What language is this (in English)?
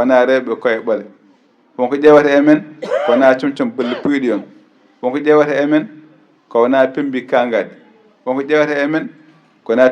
Fula